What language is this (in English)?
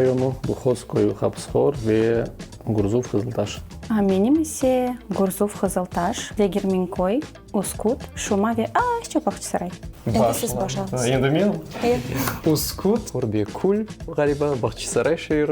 Crimean Tatar